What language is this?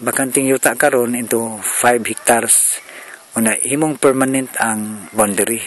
Cebuano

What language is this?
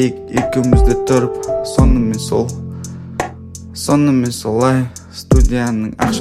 Kazakh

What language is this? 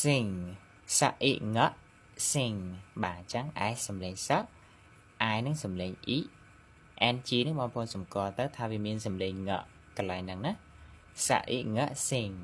Khmer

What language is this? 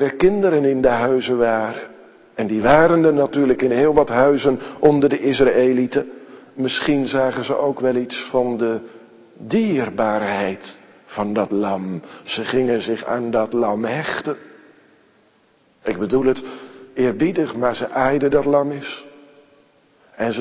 Dutch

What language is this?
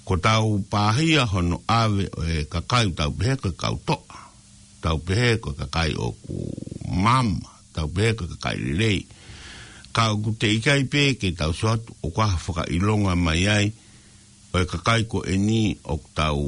Tongan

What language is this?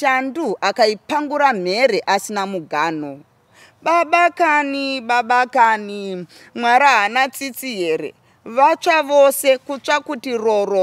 Shona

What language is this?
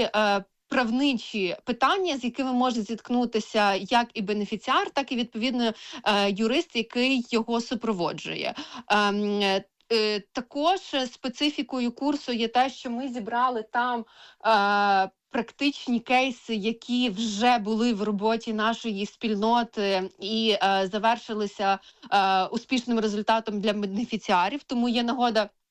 Ukrainian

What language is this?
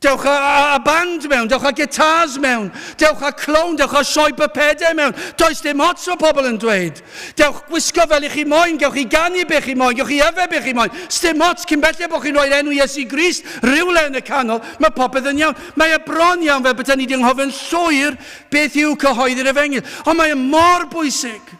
Welsh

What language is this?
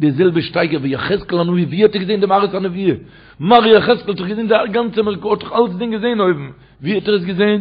Yiddish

